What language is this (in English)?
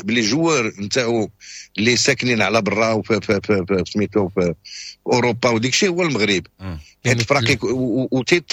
Moroccan Arabic